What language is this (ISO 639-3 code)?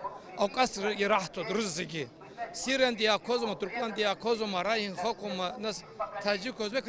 abk